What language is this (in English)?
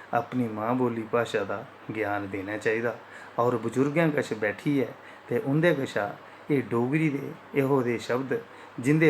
Dogri